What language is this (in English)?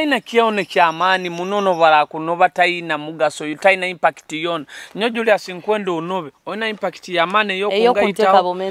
Nyoro